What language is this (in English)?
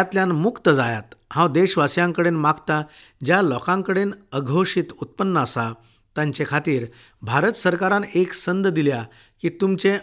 Konkani